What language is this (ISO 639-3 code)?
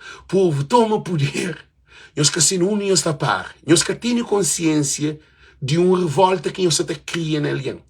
kea